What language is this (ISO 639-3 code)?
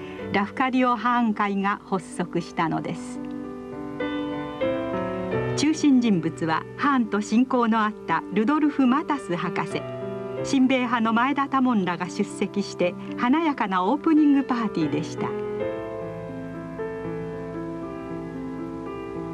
jpn